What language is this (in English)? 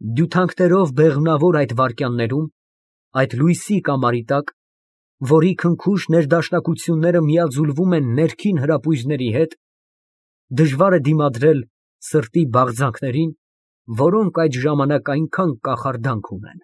Armenian